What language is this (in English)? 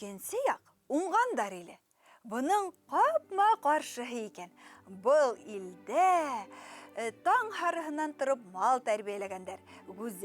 Bashkir